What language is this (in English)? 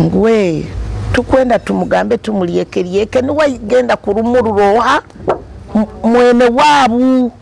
Nyoro